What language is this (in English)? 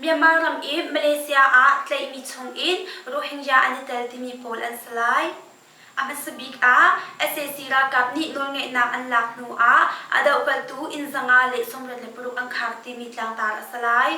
Hakha Chin